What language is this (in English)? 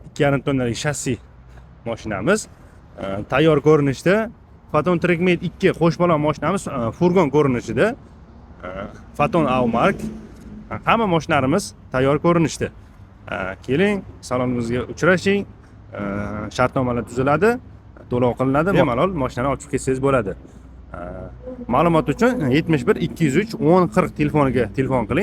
Uzbek